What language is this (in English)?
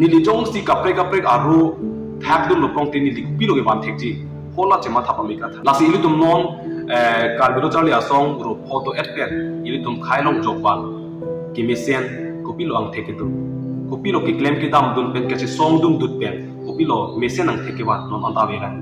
Karbi